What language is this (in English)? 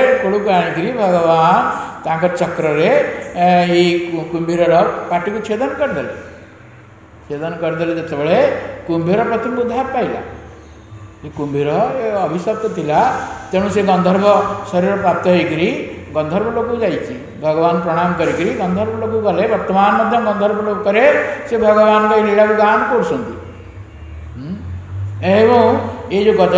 Odia